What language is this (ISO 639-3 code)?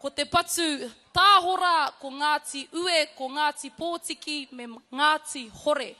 mri